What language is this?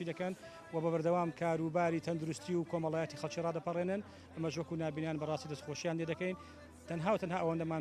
Central Kurdish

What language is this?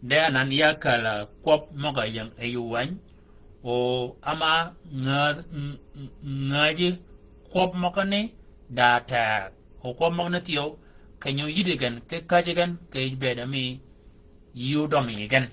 Shilluk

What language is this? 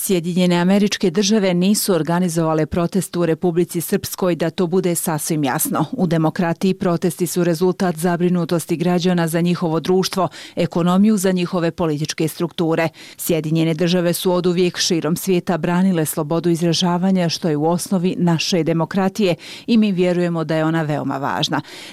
Bosnian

